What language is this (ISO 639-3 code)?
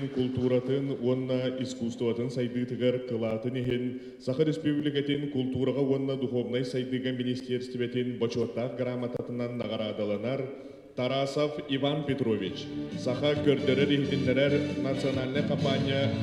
sah